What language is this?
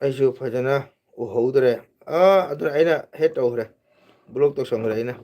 Manipuri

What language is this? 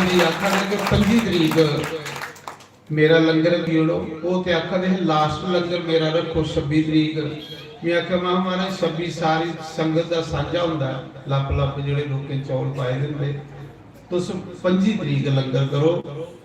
Dogri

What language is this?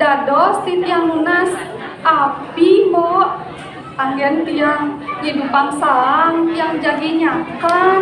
Balinese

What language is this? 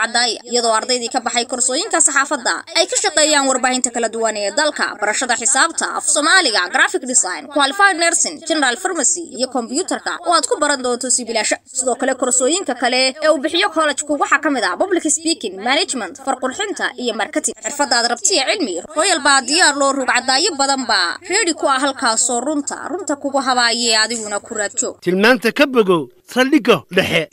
Somali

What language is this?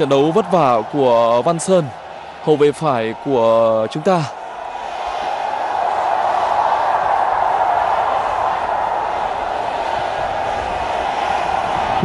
Vietnamese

